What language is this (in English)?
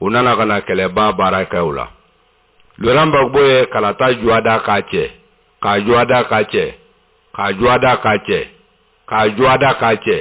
Bambara